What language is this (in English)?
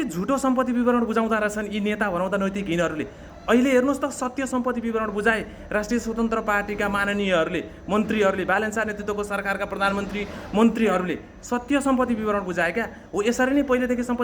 Nepali